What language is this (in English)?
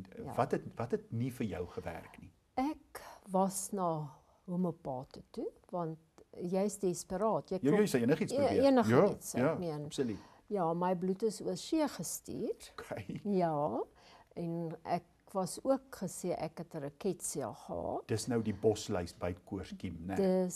Afrikaans